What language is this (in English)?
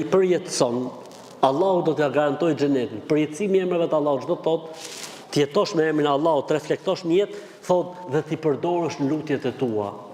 Albanian